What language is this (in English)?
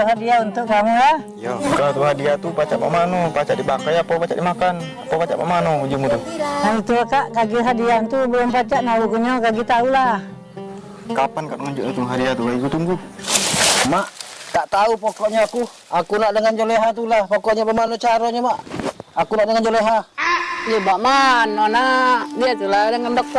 Musi